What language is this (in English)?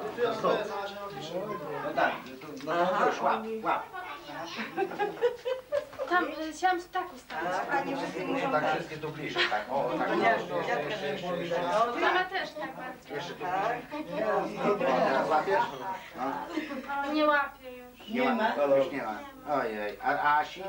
Polish